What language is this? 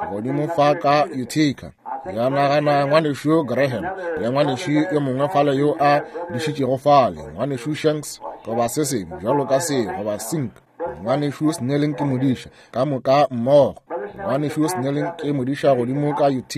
Northern Sotho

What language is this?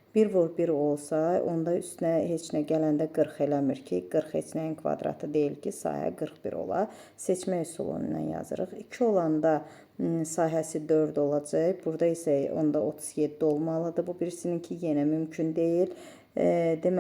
Azerbaijani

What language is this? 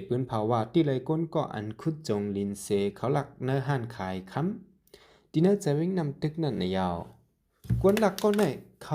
Shan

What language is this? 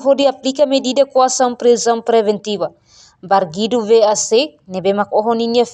Tetum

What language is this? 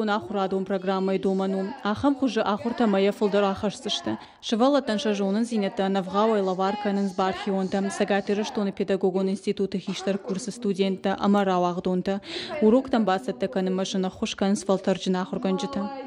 Ossetic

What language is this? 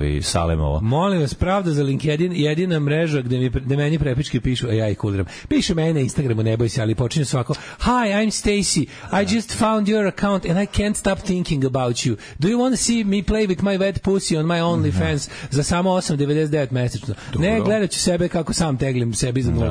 Serbian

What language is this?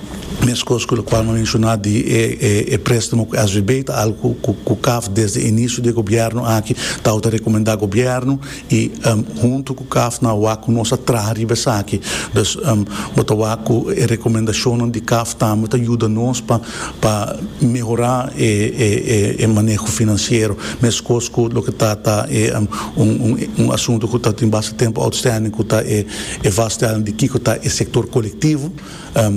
Papiamento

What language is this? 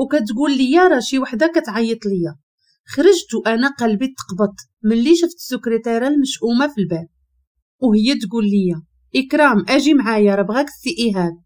Moroccan Arabic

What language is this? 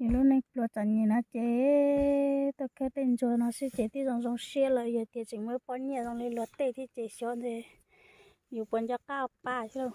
Hmong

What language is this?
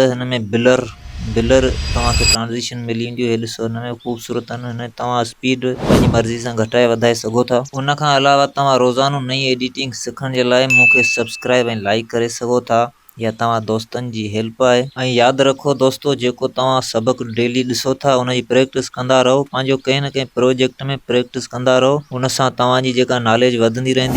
Sindhi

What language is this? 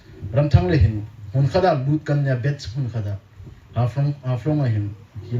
Hmar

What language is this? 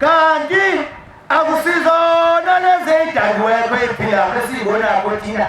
Zulu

